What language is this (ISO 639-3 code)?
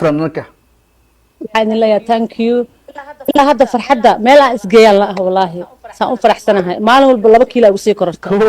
som